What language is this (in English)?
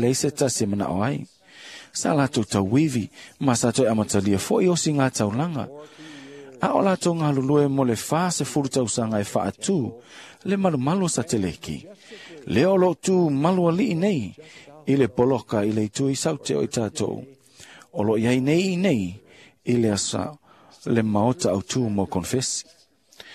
Samoan